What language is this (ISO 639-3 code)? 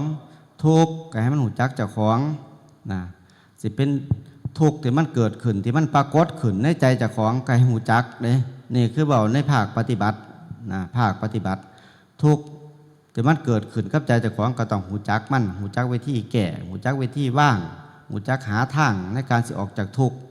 tts